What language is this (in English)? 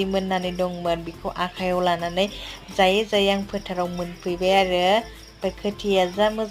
Bodo